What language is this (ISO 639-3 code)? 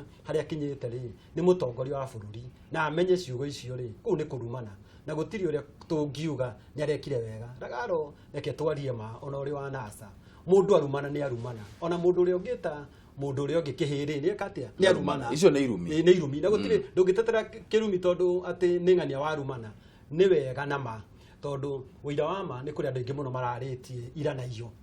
kik